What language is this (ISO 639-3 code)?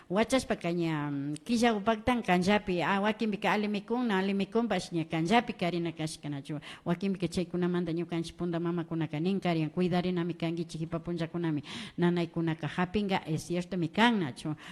qvi